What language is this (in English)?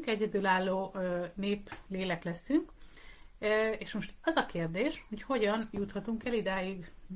Hungarian